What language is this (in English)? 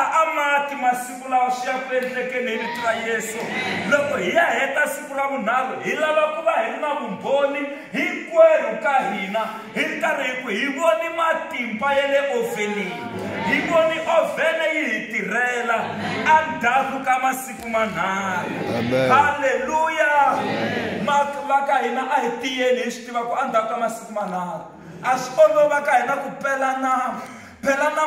Tsonga